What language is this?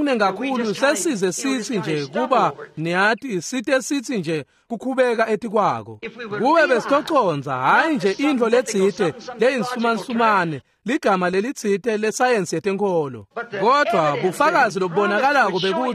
Swati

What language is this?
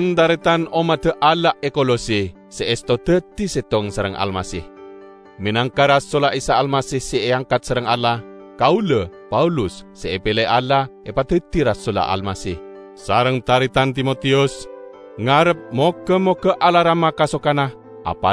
Madurese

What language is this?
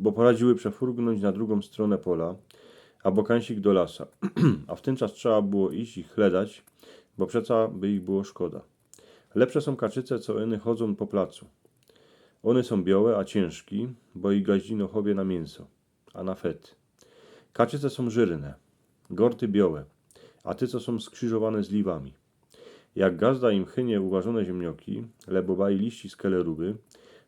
Silesian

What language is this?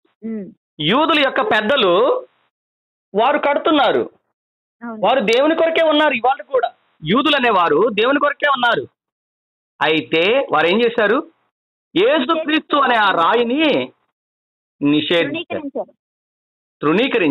Telugu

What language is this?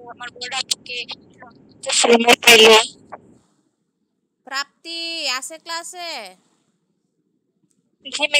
Bangla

